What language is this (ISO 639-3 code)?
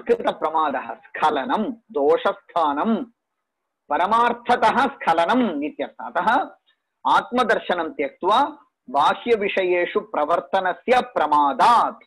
san